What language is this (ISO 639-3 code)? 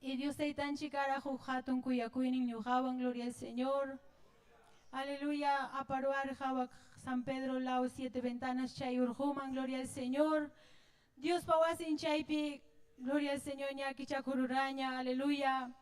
quy